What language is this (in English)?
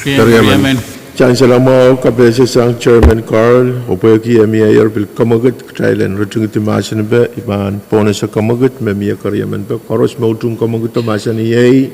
Pohnpeian